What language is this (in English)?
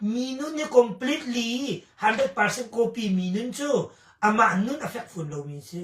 Hakha Chin